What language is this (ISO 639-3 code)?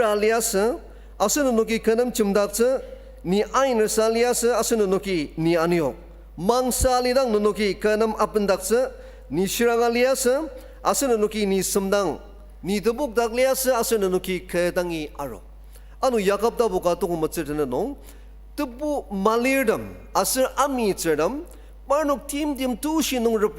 njo